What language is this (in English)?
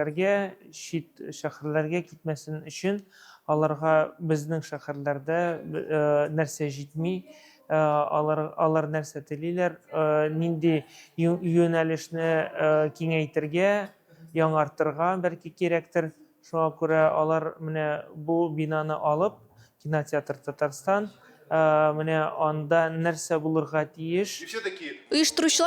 Tatar